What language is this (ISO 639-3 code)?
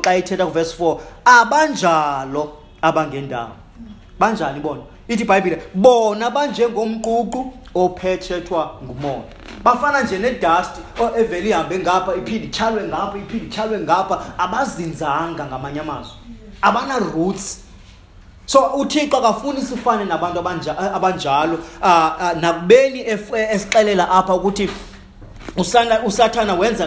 xho